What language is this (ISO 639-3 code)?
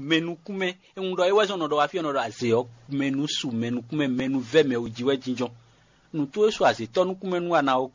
fon